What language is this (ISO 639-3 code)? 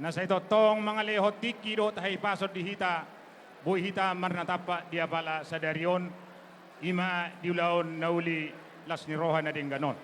bbc